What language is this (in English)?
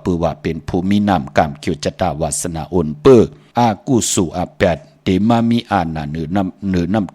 Shan